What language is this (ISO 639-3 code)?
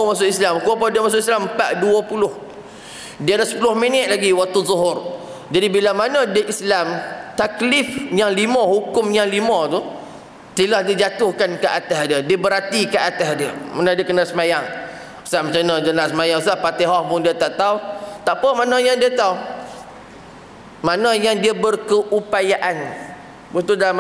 msa